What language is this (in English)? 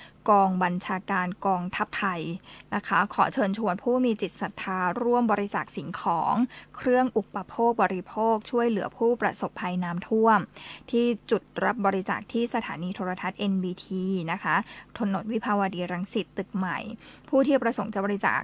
Thai